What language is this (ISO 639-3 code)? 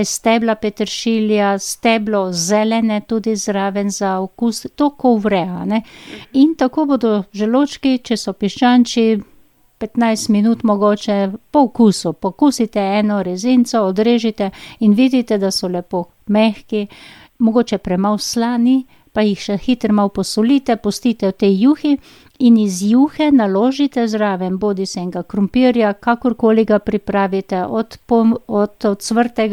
slv